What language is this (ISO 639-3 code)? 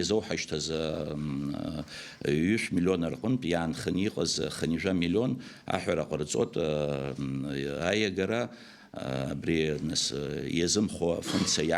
abk